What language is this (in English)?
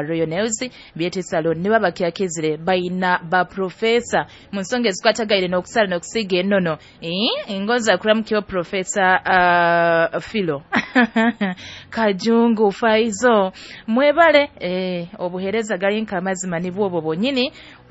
Nyoro